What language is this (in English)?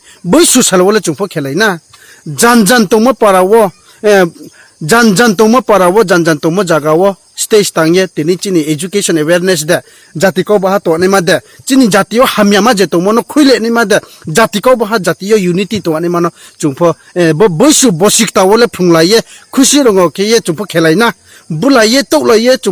Riang (India)